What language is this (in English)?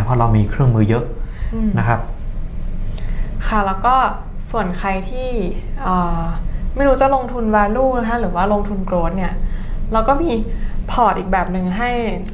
Thai